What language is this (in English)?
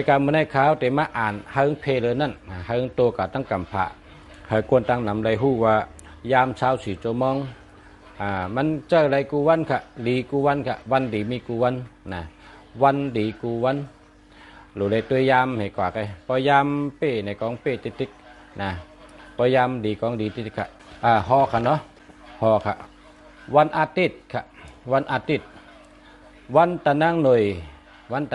Shan